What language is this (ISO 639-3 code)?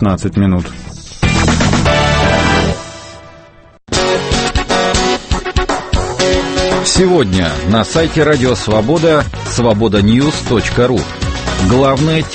rus